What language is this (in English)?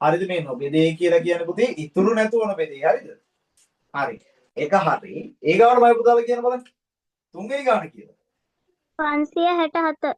Sinhala